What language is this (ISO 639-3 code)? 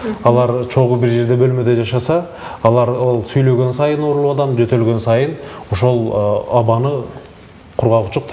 kir